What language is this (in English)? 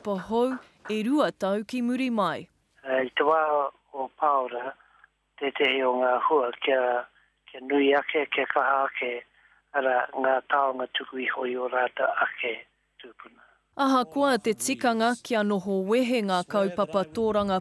Māori